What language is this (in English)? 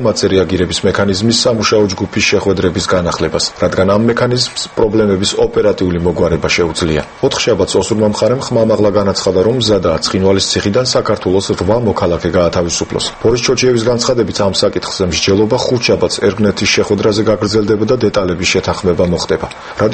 Georgian